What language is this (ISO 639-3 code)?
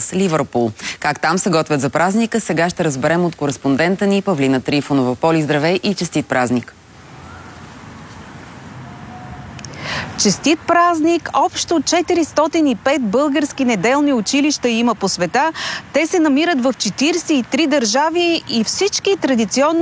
bul